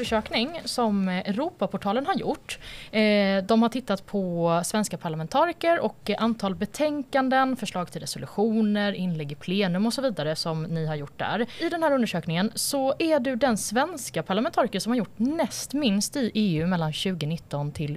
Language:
Swedish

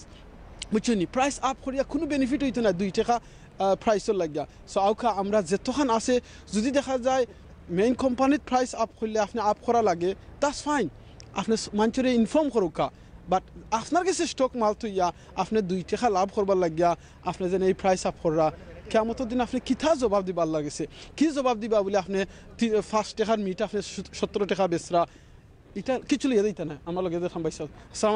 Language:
Sylheti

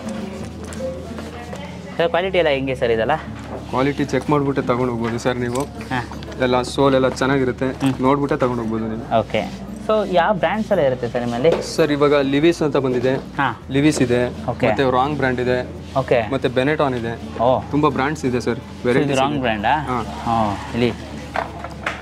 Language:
Kannada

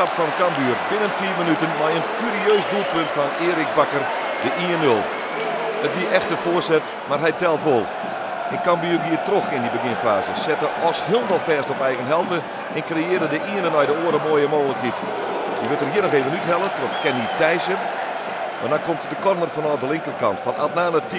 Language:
Western Frisian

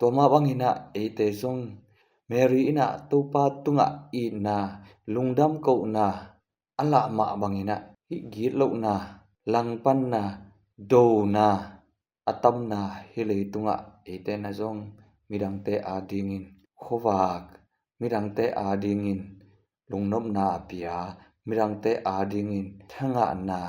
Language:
Tedim Chin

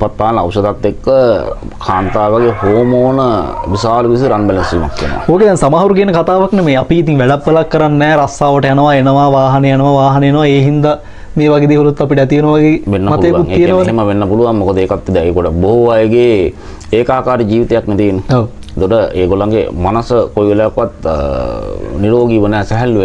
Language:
Sinhala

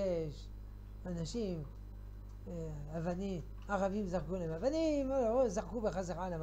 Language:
Hebrew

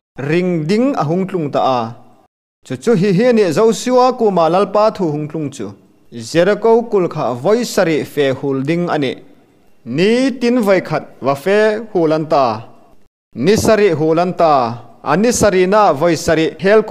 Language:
Hmar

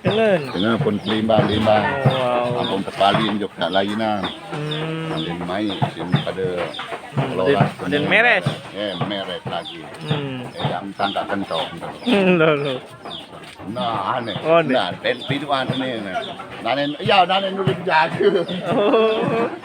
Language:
Sasak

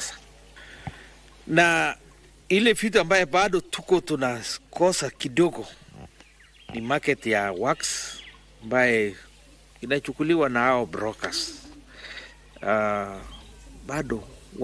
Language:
Swahili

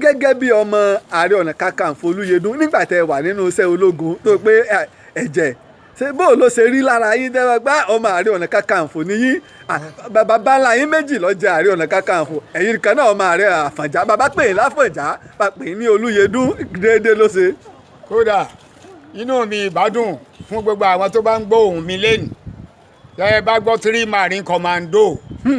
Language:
Yoruba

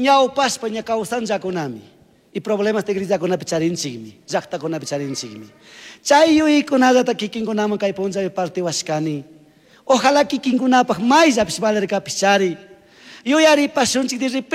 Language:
Chimborazo Highland Quichua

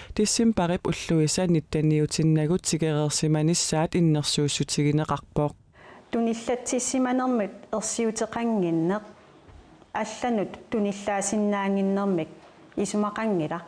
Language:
Kalaallisut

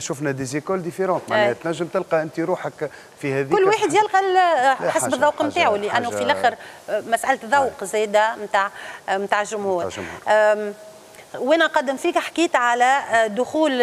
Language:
Tunisian Arabic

